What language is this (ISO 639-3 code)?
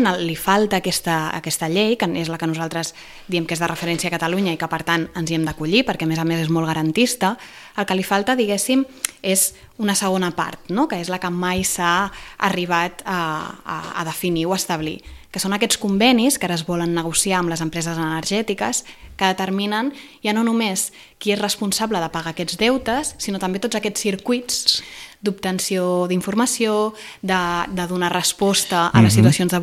cat